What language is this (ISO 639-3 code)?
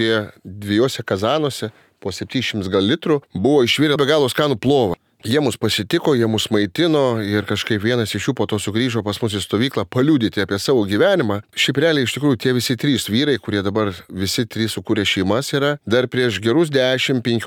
lit